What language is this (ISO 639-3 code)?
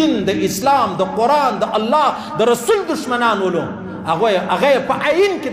pus